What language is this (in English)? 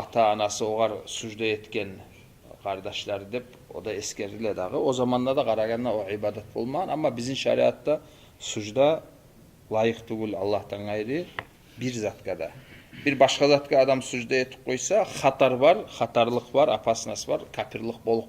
Kumyk